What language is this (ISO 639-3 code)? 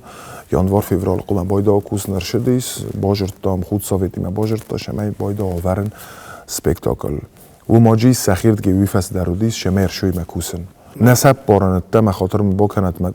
oss